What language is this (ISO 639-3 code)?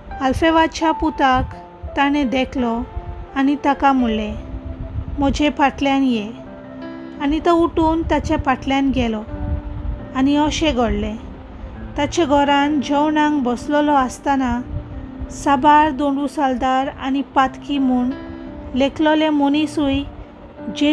kok